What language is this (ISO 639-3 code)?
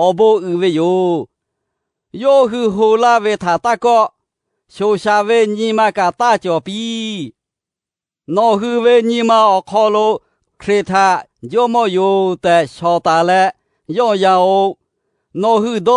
lhu